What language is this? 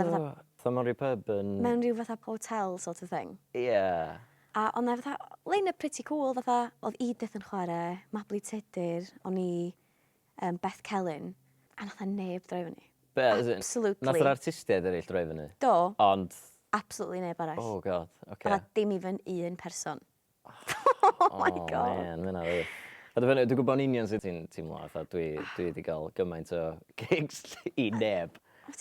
Welsh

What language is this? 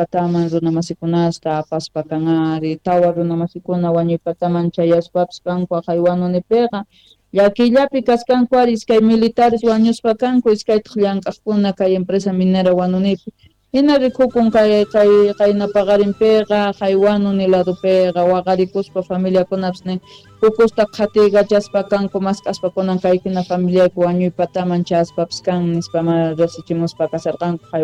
Quechua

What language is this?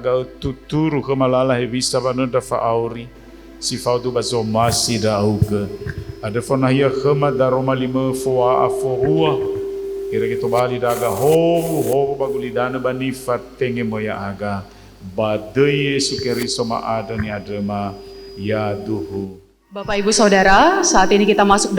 Nias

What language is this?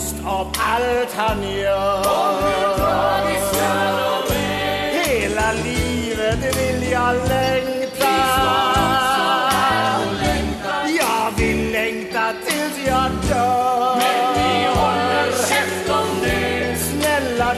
Swedish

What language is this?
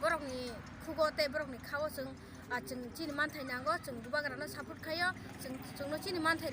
Kok Borok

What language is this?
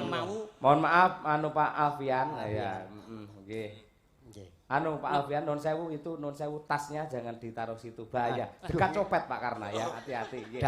Javanese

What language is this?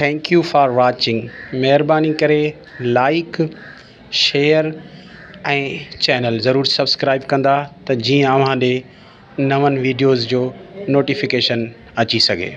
Sindhi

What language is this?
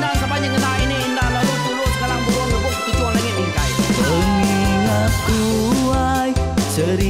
Iban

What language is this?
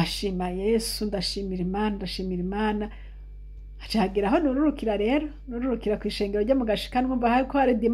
Rundi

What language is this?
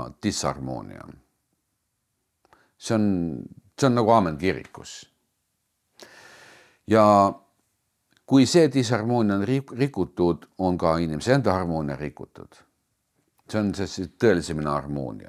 Estonian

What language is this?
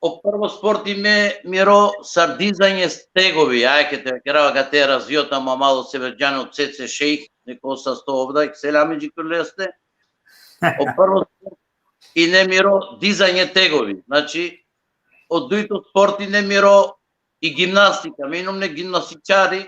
Balkan Romani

